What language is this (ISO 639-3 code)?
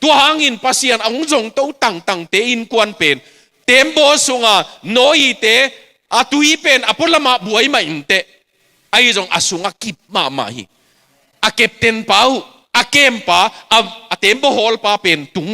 ctd